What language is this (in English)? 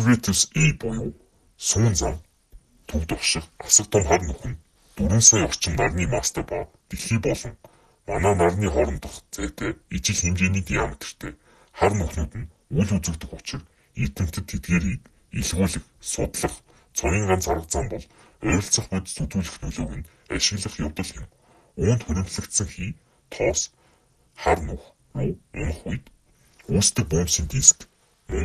Mongolian